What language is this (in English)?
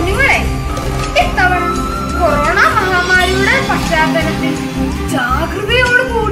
Malayalam